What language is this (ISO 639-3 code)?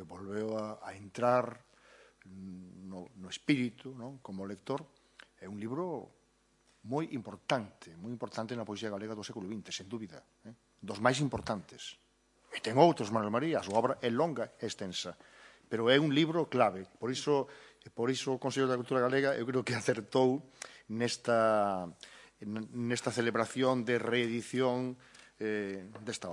glg